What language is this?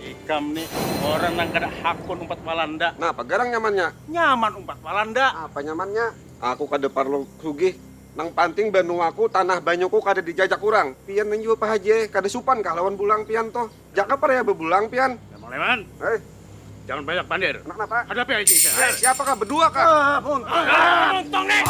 Banjar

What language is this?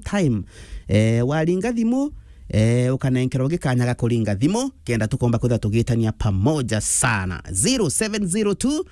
Meru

